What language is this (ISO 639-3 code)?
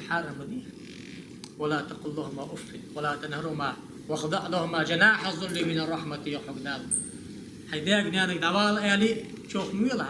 inh